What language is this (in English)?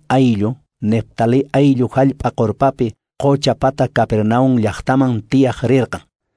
Quechua